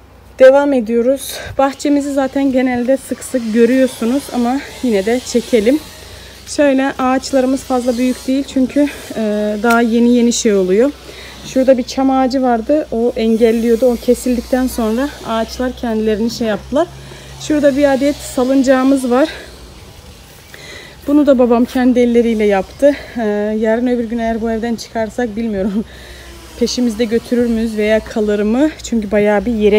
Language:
Turkish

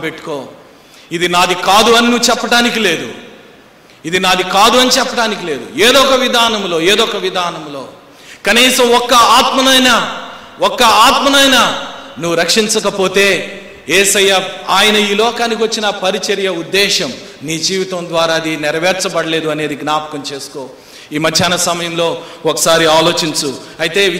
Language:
Telugu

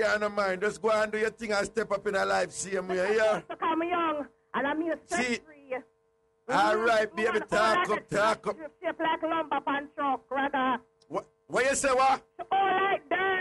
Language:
Jamaican Creole English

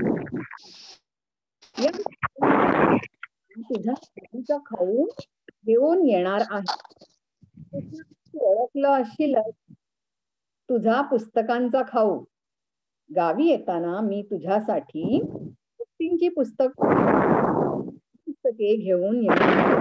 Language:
Marathi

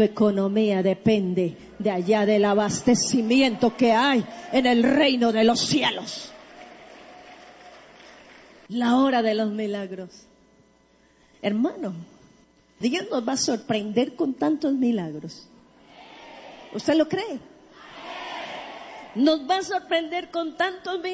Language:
Spanish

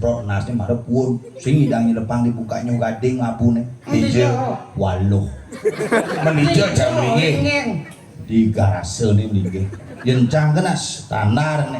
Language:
Balinese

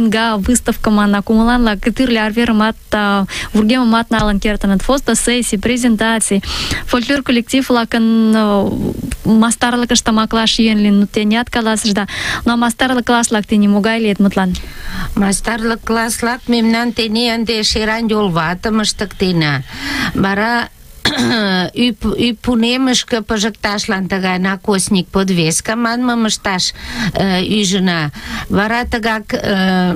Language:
Mari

